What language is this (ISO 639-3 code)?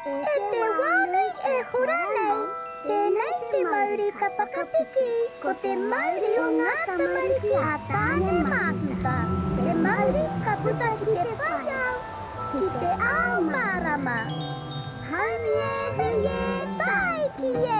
mri